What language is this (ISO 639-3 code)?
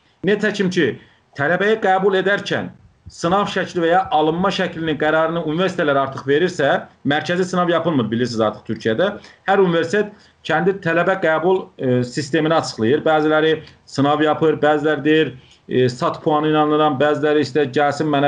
azb